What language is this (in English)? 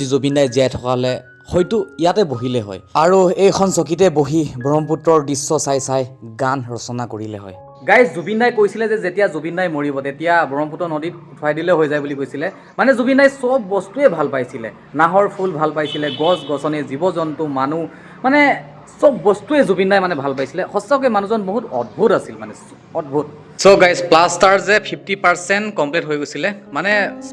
Assamese